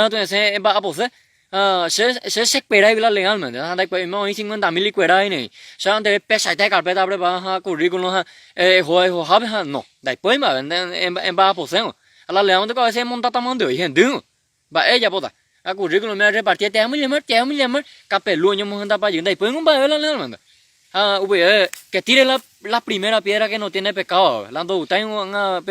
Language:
Guarani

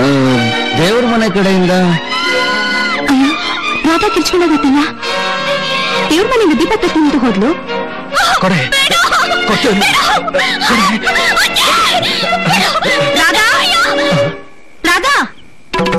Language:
Kannada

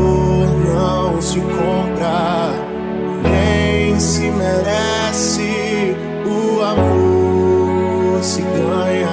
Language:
Portuguese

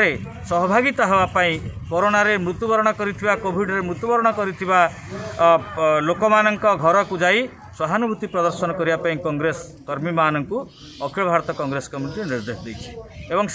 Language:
Odia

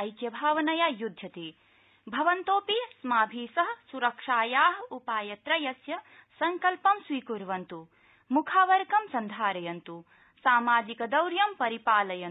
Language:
Sanskrit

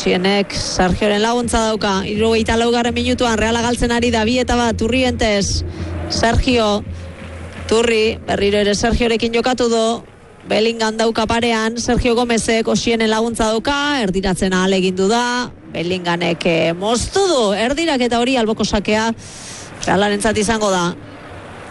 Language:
Basque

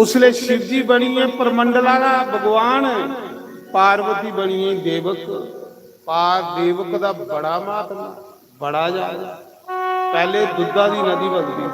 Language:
Dogri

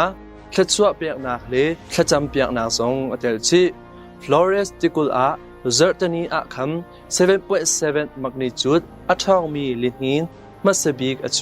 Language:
Hakha Chin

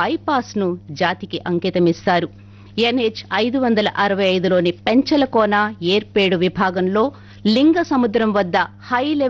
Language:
Telugu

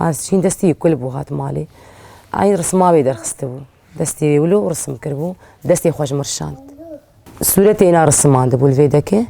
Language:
Kurdish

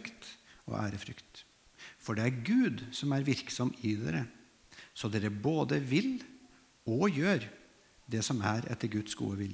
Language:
Norwegian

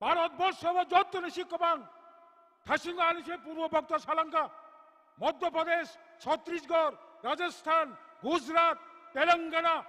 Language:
Kok Borok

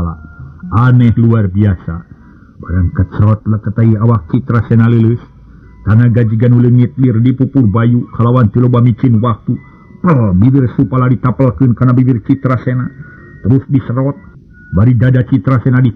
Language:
Sundanese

